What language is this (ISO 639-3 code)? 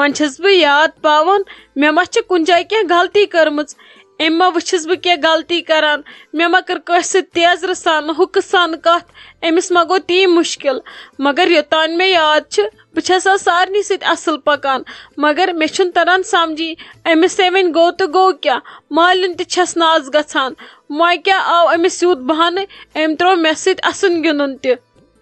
kas